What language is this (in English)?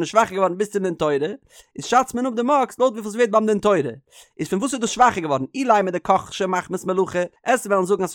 Yiddish